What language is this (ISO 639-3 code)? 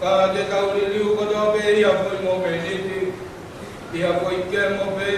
ton